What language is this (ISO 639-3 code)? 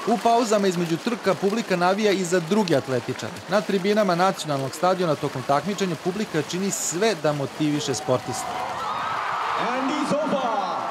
srp